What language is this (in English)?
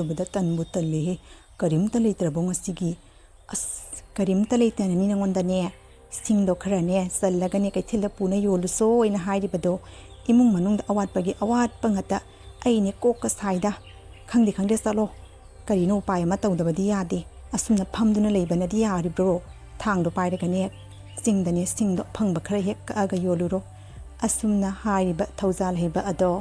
Manipuri